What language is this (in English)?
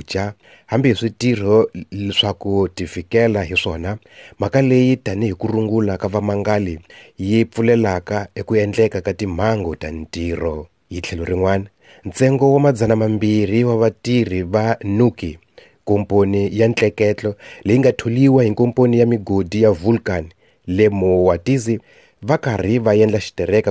Tsonga